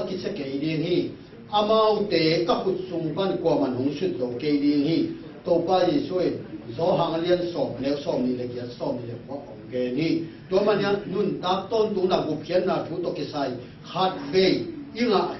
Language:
Tedim Chin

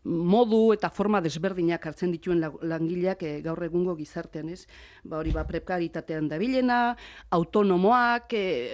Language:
Basque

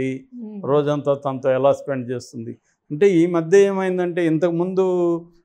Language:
Telugu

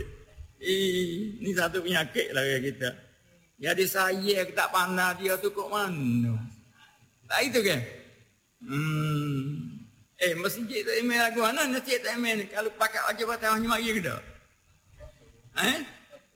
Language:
Malay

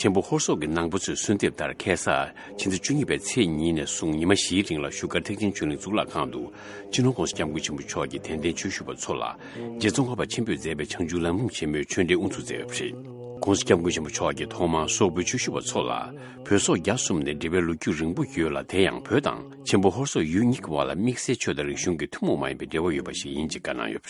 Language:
Tibetan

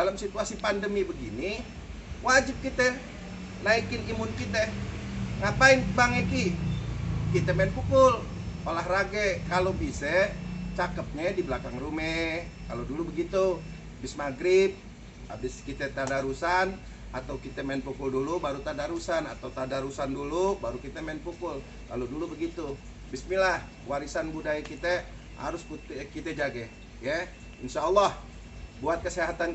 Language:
Betawi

